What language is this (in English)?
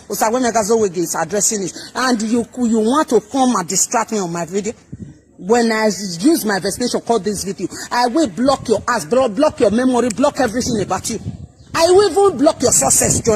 Nigerian Pidgin